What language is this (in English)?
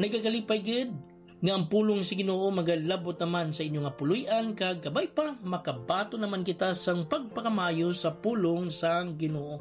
Hiligaynon